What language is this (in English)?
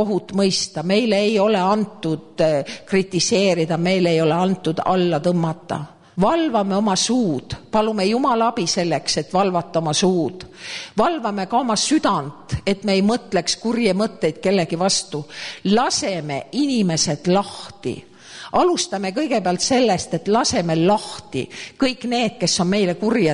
Estonian